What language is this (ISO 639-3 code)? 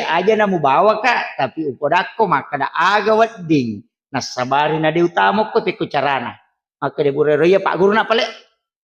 bug